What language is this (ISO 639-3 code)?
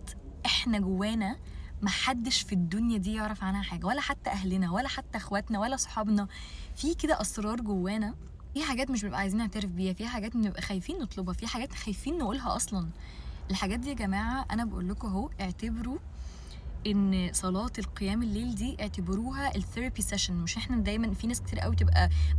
arz